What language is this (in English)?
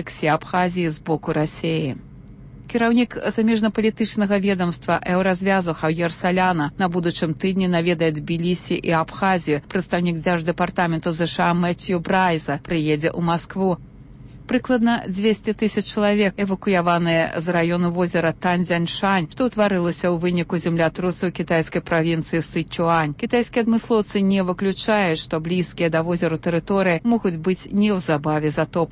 Belarusian